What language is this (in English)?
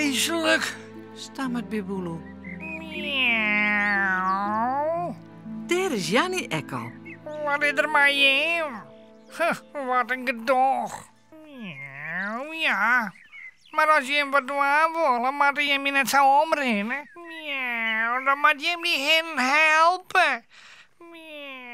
Western Frisian